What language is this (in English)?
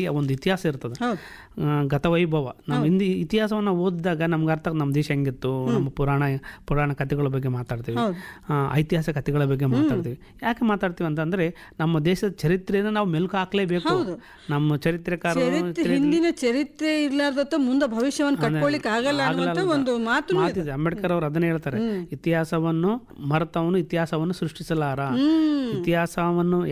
Kannada